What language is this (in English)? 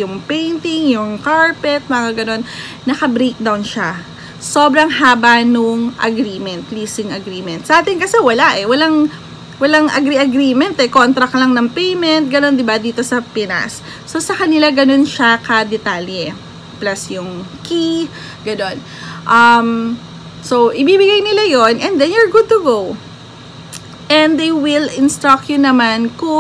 Filipino